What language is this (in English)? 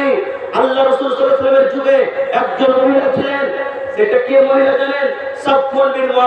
Bangla